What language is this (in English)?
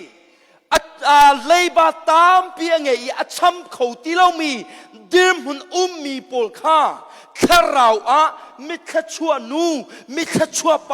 Hakha Chin